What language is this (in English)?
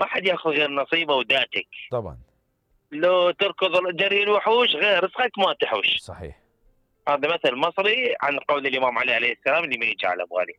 Mesopotamian Arabic